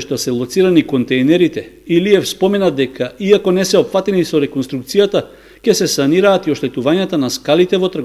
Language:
Macedonian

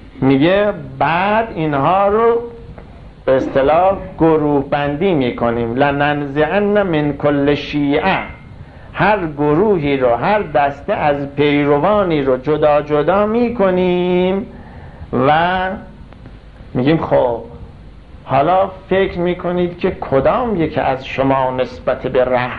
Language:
Persian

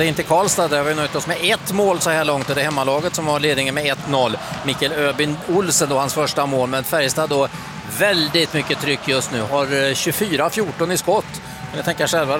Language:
Swedish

